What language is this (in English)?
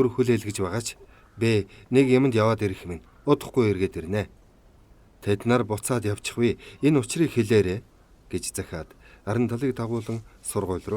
Mongolian